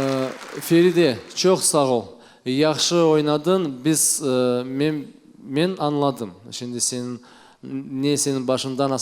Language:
Crimean Tatar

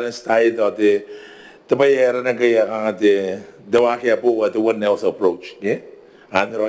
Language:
Gilbertese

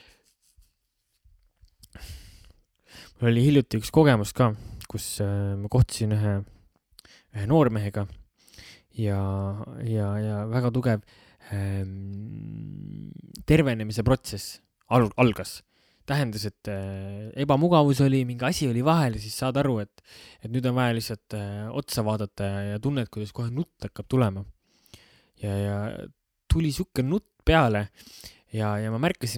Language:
Estonian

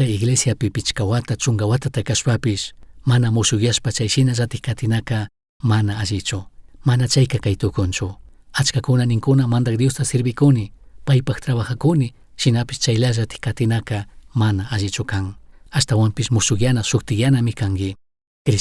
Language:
Chimborazo Highland Quichua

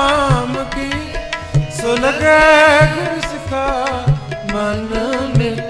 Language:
Punjabi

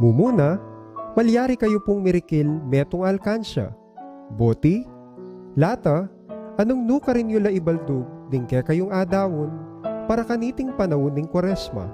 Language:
Pampanga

